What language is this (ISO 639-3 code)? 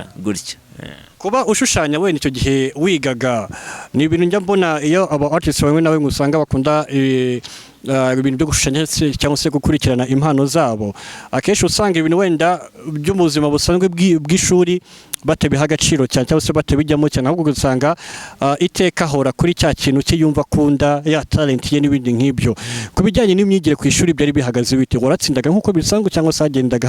kin